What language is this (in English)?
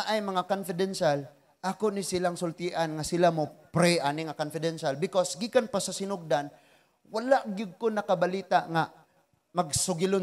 Cebuano